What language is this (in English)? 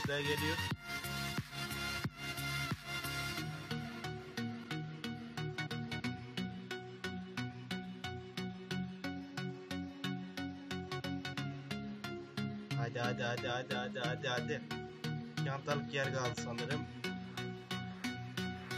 Turkish